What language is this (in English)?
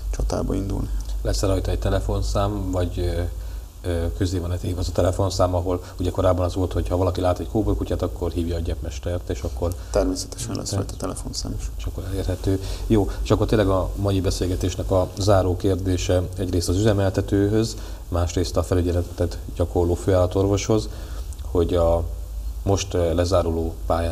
Hungarian